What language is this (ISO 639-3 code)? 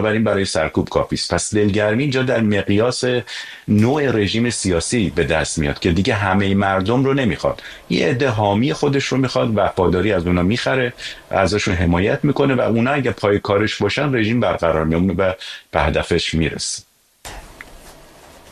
fas